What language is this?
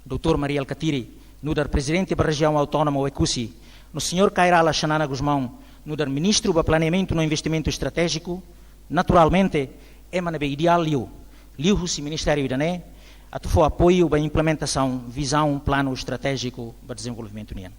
Tetum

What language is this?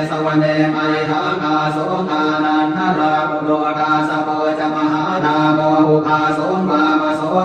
Pali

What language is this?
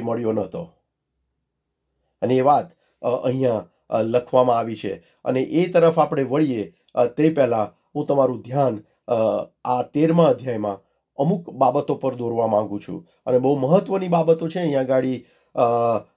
Gujarati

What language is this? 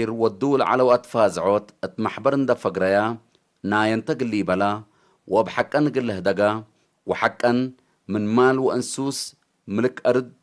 Tigre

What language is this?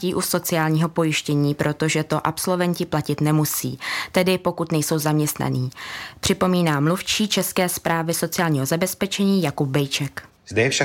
Czech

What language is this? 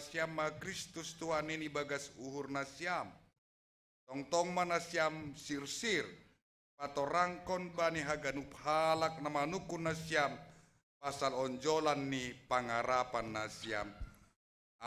Batak Simalungun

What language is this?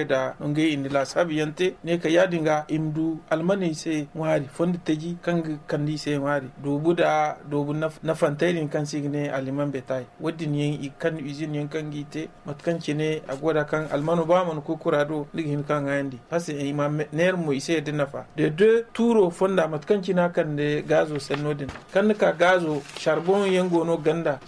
Zarma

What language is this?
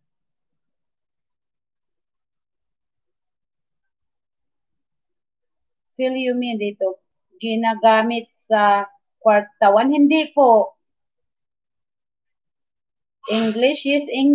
Filipino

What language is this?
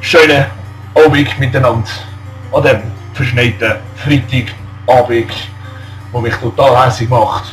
Swiss German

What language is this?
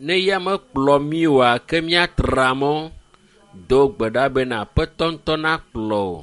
Ewe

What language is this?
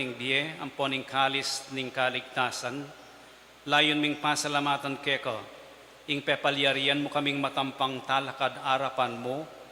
Pampanga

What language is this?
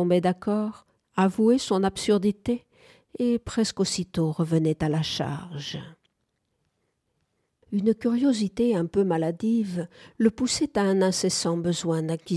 French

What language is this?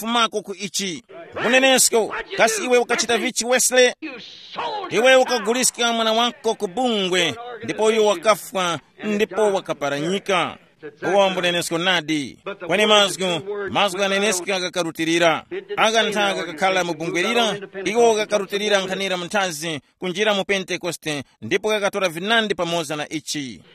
Tumbuka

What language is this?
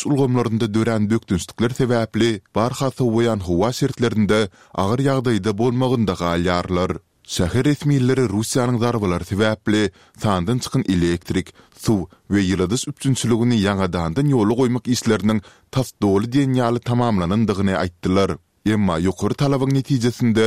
Turkmen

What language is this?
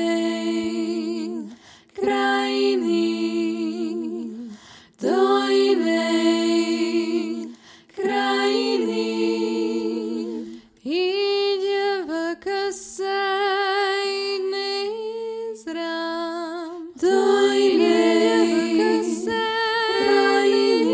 Slovak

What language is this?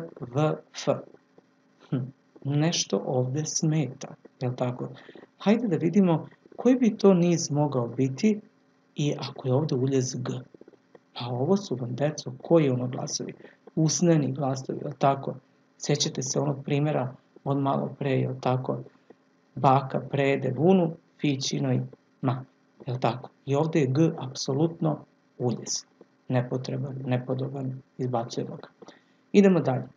Serbian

